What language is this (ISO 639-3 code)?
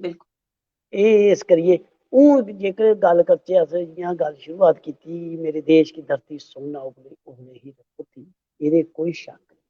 doi